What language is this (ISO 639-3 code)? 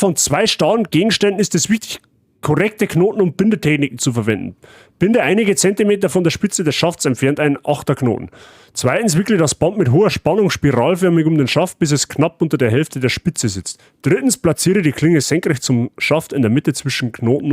bar